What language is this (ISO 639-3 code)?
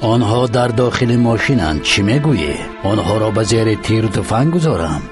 tgk